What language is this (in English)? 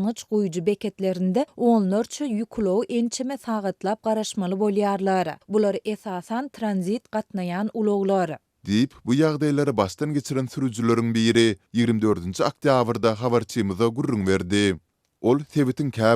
Turkmen